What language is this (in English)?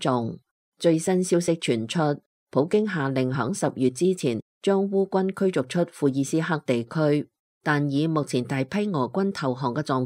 Cantonese